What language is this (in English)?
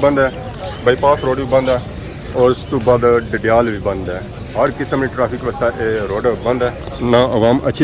Pahari-Potwari